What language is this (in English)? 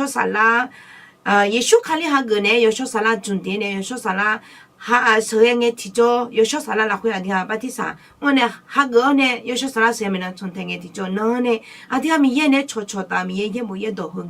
Akha